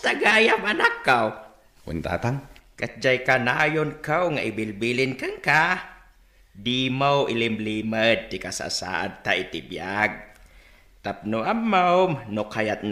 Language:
Iloko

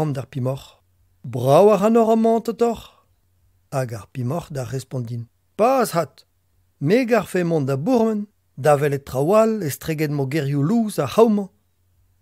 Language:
Breton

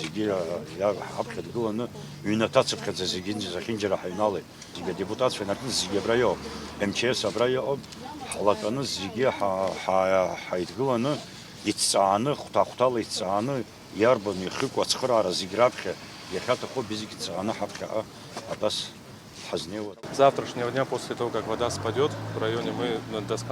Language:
Abkhazian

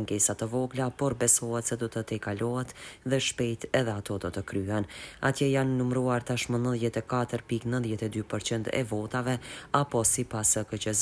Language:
Albanian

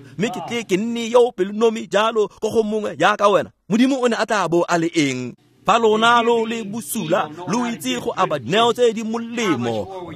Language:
Tswana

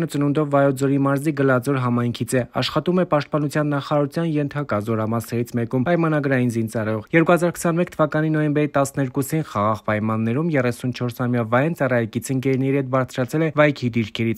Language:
Armenian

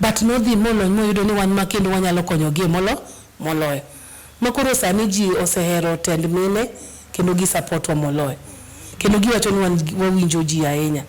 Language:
Luo (Kenya and Tanzania)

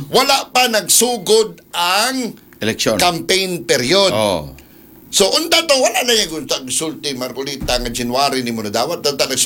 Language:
Cebuano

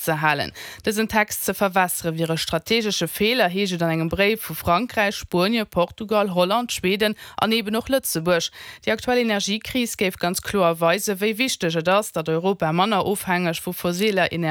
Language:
Luxembourgish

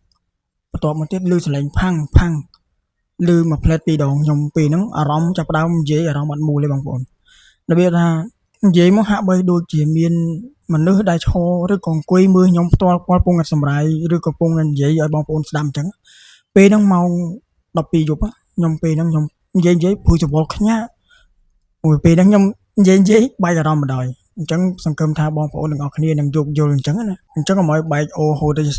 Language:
Khmer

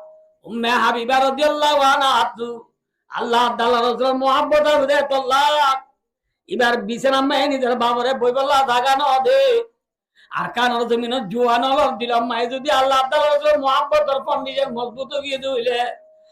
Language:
Rohingya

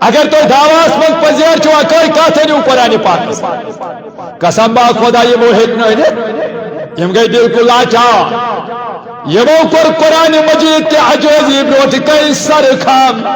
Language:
Kashmiri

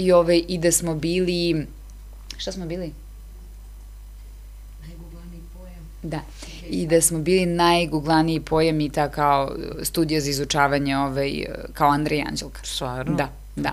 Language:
Serbian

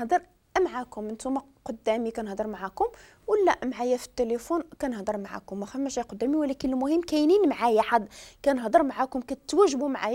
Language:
Moroccan Arabic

